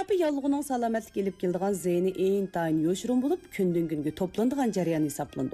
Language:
Uyghur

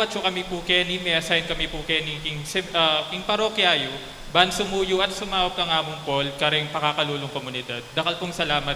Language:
Pampanga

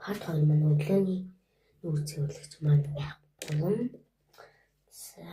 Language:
Mongolian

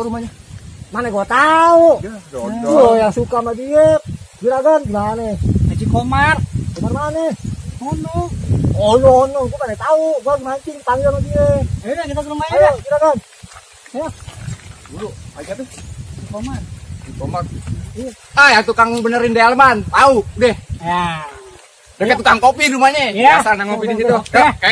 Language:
Betawi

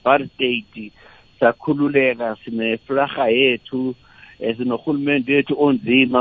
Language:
South Ndebele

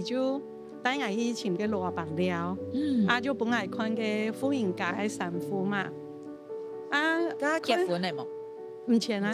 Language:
Hakka Chinese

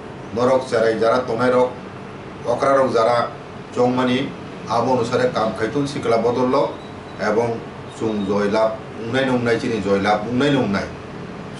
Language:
Kok Borok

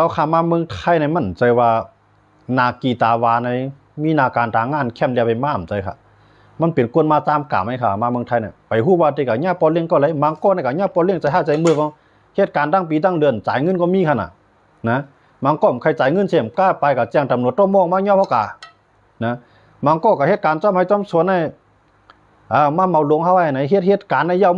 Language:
Shan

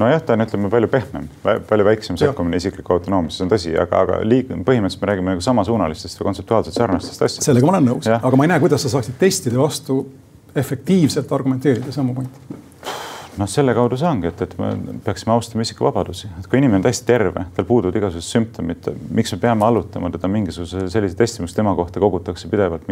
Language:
Estonian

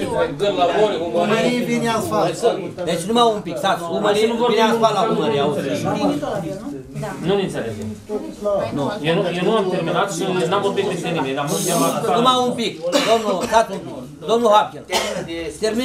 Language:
Romanian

